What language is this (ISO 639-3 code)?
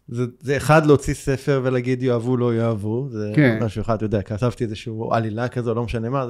heb